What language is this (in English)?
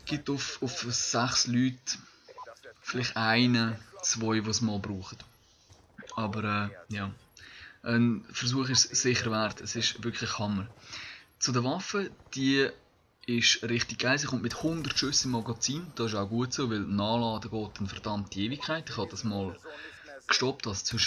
Swiss German